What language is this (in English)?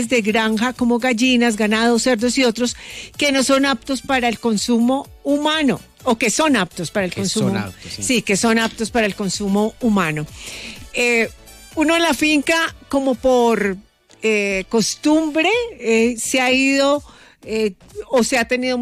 Spanish